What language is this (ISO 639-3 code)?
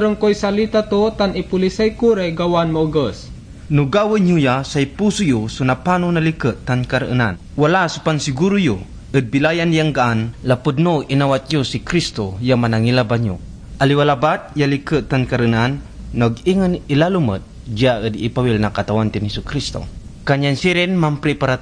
pag